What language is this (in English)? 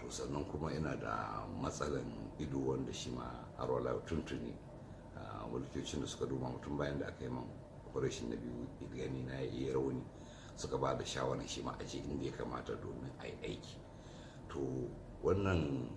Hausa